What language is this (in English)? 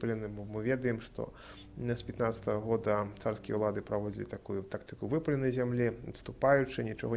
Belarusian